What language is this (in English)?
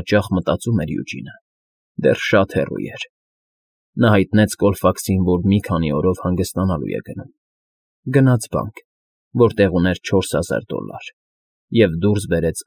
Armenian